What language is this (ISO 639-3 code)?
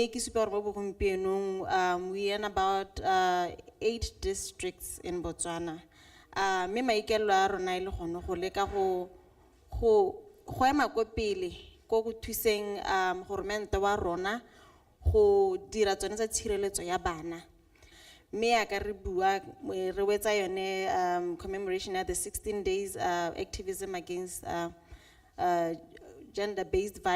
tsn